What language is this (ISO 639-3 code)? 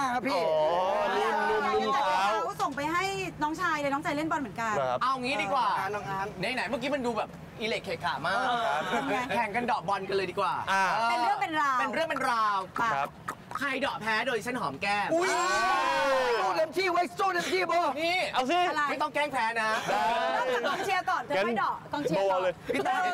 tha